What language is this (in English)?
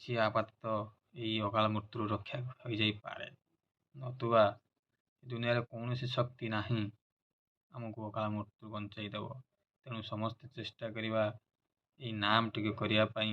Odia